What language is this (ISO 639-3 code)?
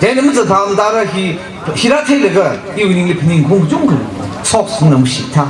nmf